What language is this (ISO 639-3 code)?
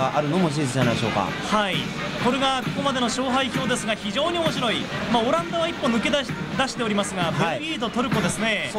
jpn